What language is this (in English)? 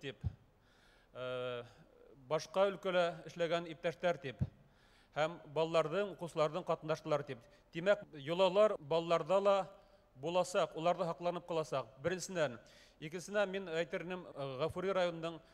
Bashkir